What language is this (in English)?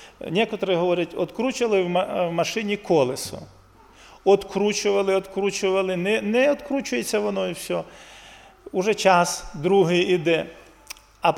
Ukrainian